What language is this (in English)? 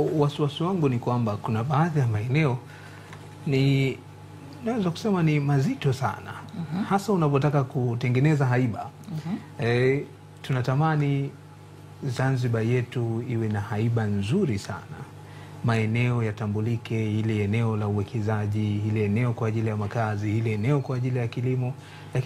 Swahili